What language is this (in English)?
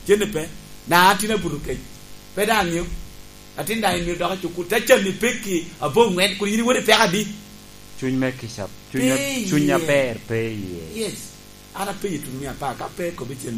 Lango (Uganda)